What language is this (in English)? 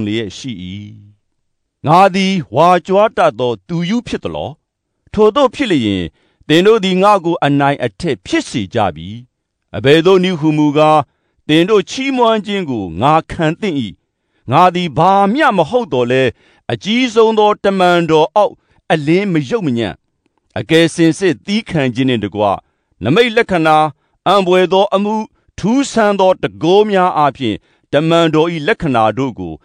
Burmese